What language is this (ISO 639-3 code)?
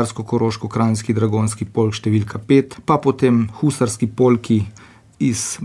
slv